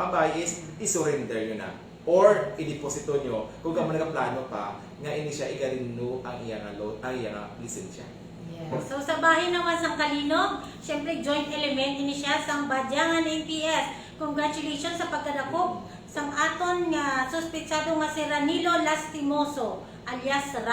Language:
Hiligaynon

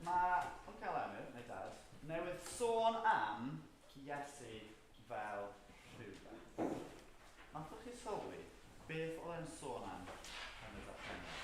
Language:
Welsh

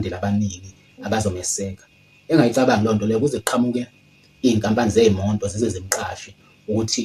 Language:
Zulu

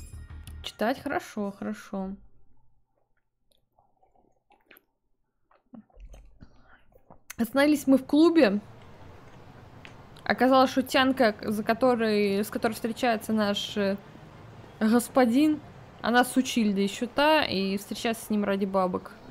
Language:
Russian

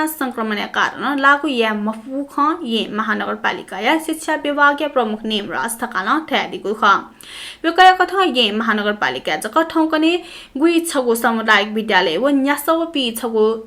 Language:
Newari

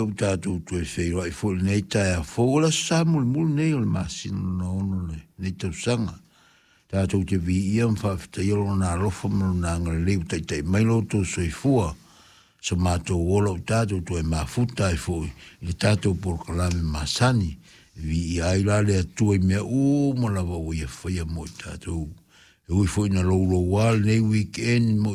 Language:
Samoan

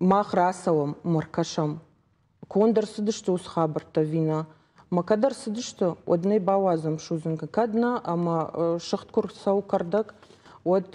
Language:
Ossetic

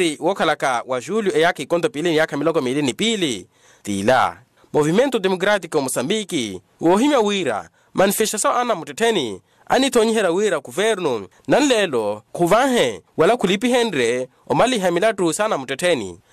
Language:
Makhuwa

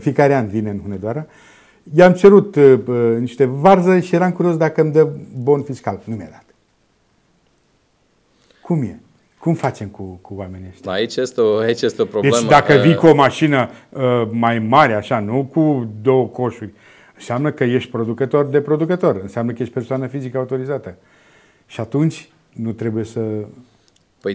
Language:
Romanian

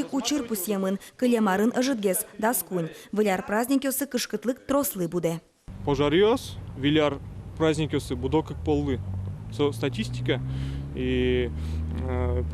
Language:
Udmurt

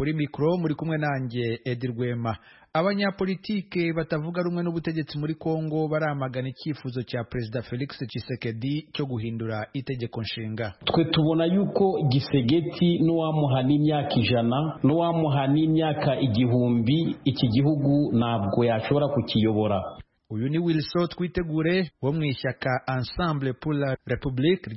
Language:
Kinyarwanda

